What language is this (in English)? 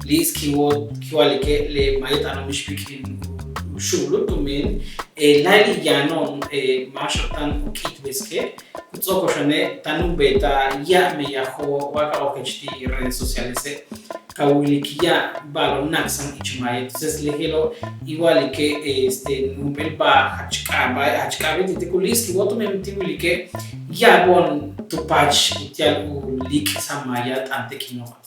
Yucateco